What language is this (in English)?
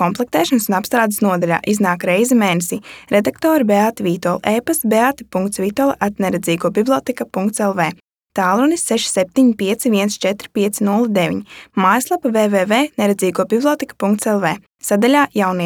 Latvian